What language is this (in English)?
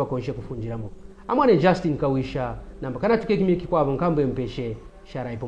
Kaonde